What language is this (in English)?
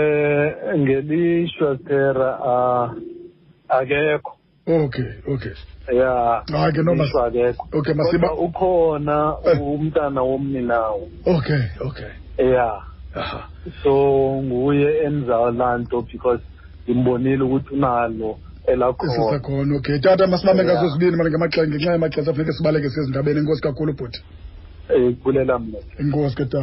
Xhosa